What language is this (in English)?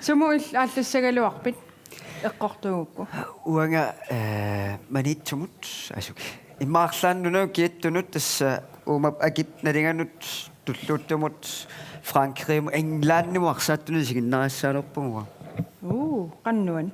Kalaallisut